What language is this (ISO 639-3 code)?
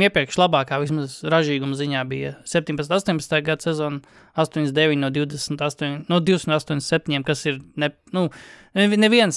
lav